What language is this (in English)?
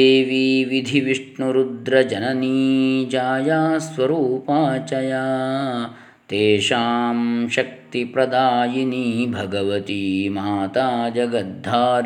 Sanskrit